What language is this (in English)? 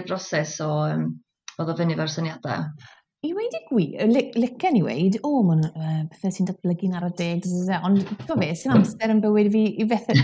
Welsh